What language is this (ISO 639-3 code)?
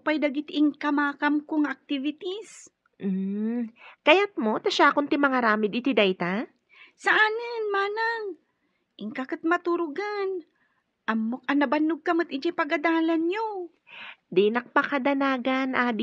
ilo